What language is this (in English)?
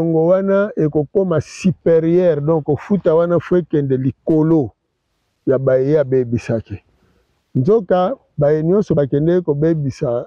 Lingala